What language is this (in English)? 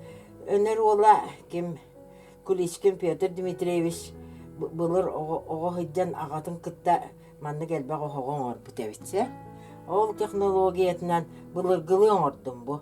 Yakut